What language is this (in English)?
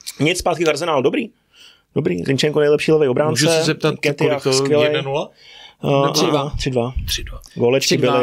Czech